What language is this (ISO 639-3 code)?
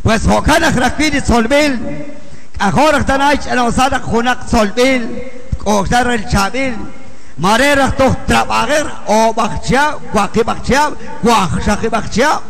kek